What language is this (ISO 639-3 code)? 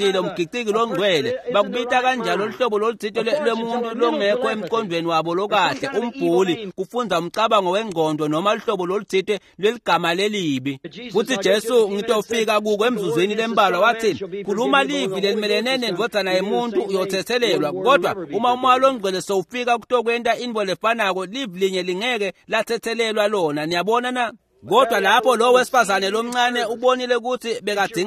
ssw